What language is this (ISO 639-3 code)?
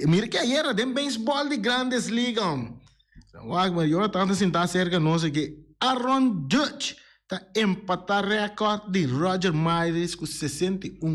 pap